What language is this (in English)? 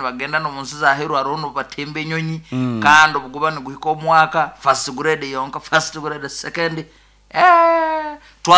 Nyoro